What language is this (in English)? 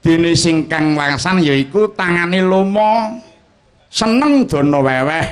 Javanese